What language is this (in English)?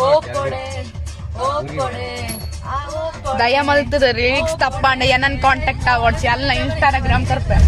Tulu